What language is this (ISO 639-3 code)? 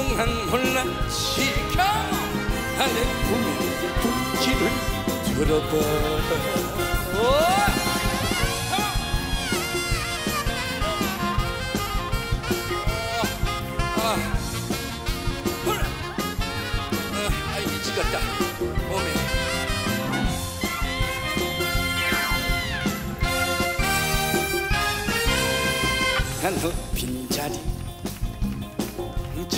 kor